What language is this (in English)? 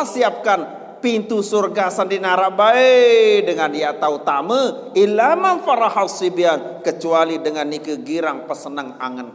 Sasak